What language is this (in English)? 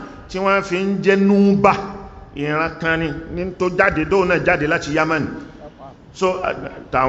Yoruba